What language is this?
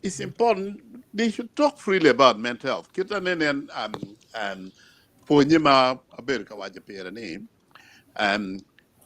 Acoli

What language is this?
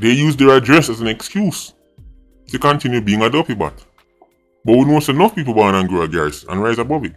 Jamaican Creole English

